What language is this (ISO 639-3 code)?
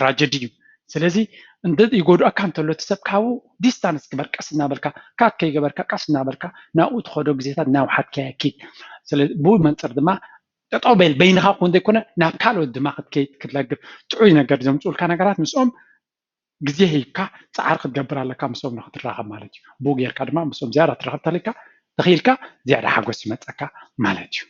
tir